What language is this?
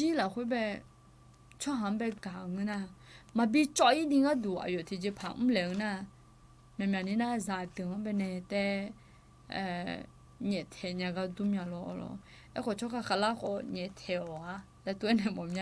Akha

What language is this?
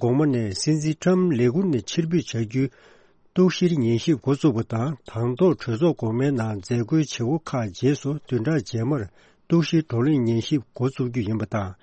Tibetan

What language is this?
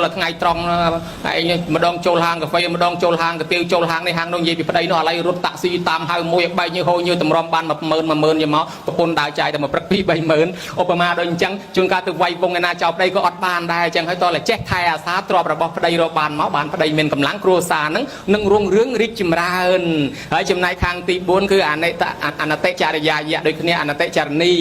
Khmer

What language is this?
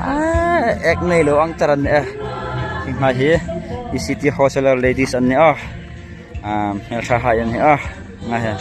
Hmar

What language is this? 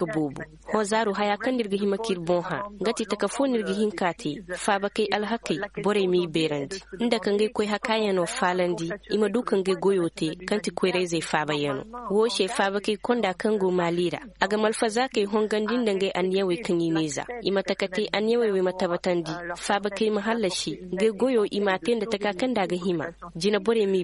Zarma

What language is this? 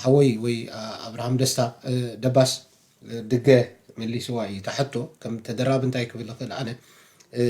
Tigrinya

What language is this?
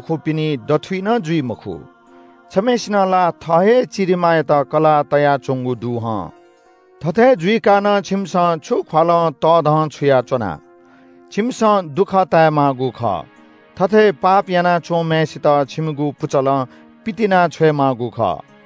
Newari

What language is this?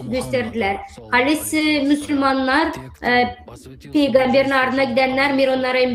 Gagauz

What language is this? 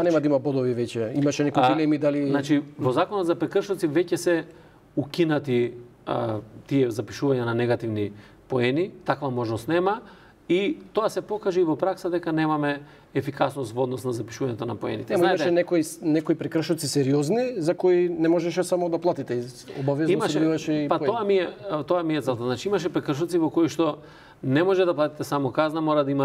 Macedonian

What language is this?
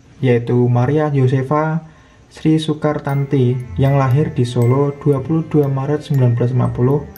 Indonesian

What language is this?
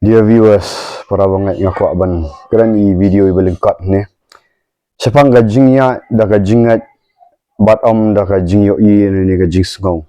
Khasi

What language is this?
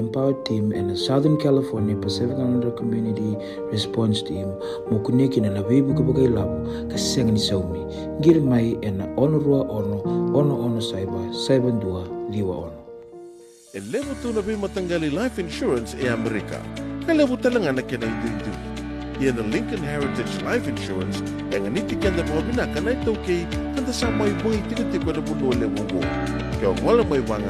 Fijian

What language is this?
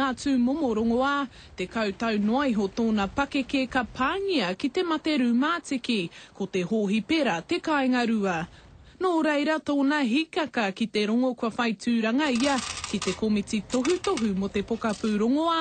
Māori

